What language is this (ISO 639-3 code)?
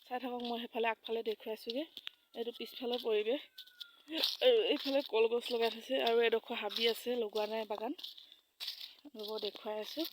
asm